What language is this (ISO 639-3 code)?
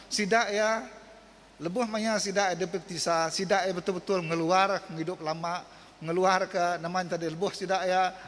iba